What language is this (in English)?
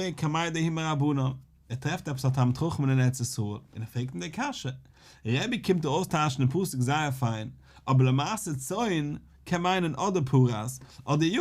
Yiddish